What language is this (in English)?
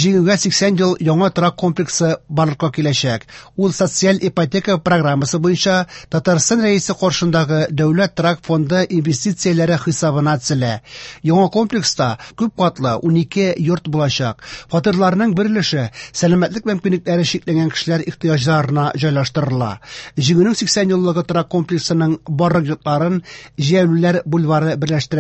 Tatar